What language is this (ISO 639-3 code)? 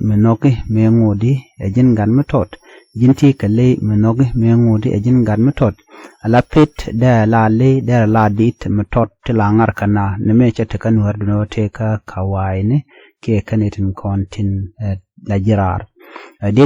nus